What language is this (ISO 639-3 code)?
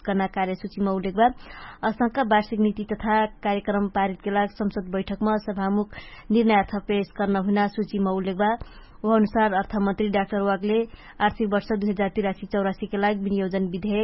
thl